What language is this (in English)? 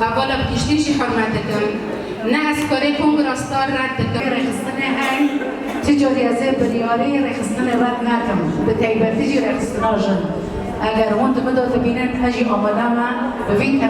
Kurdish